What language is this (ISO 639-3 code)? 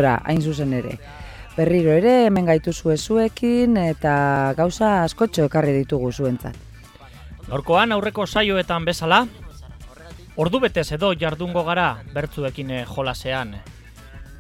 eus